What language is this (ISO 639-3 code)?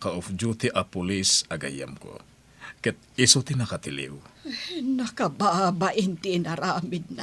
ilo